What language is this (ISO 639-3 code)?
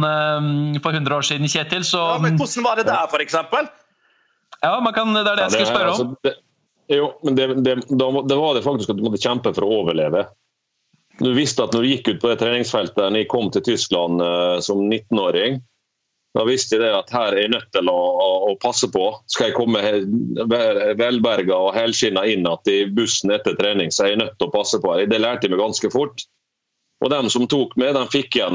nor